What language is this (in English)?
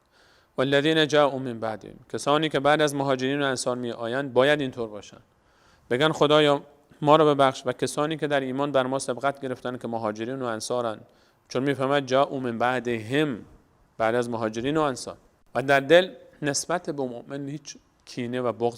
Persian